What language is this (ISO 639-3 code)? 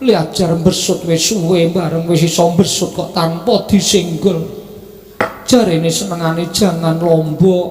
jav